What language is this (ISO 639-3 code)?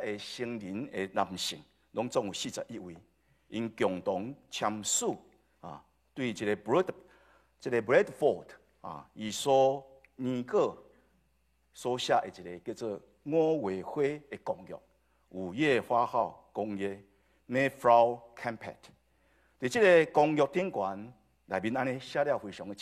nan